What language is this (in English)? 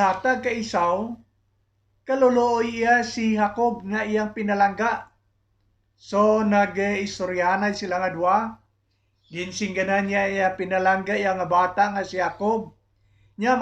Hiligaynon